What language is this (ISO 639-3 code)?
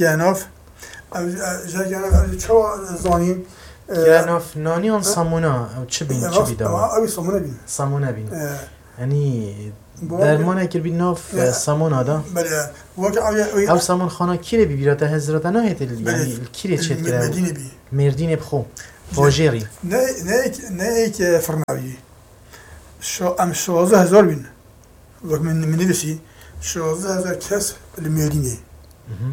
fas